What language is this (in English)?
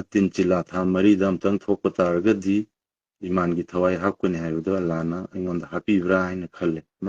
Manipuri